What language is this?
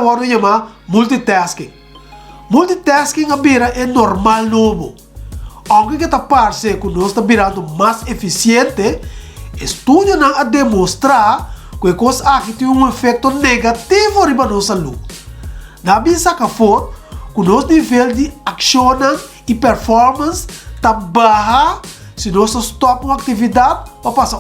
Papiamento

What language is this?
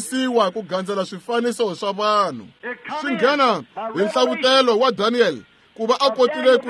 Tsonga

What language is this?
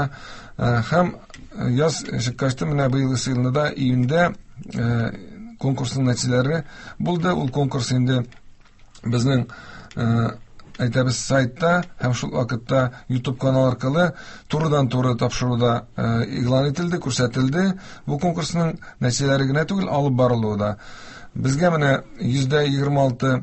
Tatar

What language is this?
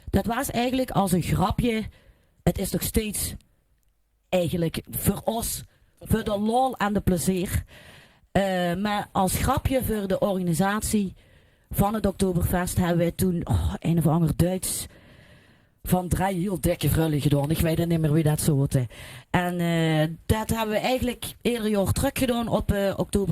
Limburgish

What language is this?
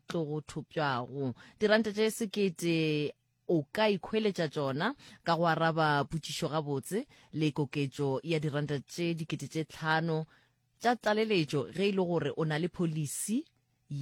Northern Sotho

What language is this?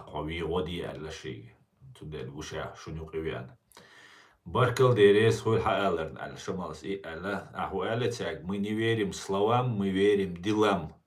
Chechen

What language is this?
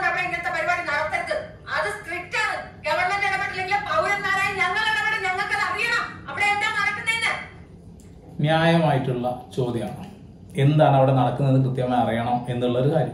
Malayalam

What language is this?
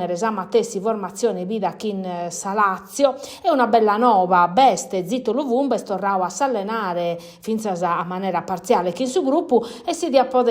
Sardinian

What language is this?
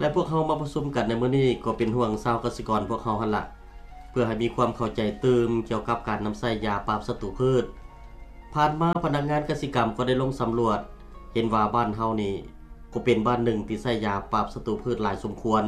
Lao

